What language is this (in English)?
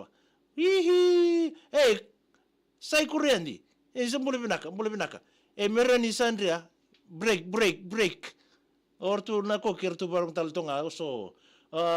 Fijian